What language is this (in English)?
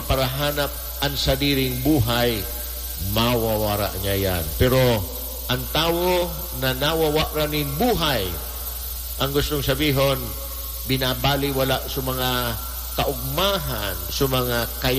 Bikol